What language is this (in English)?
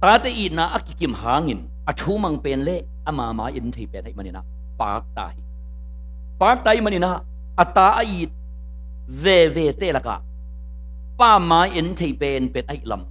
Tedim Chin